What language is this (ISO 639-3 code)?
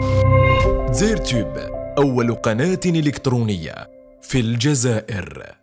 arq